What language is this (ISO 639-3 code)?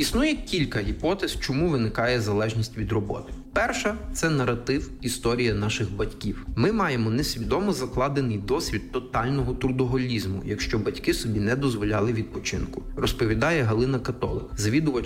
ukr